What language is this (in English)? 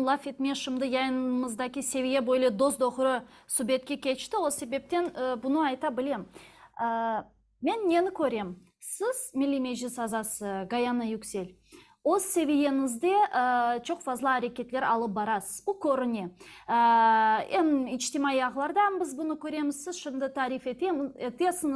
Crimean Tatar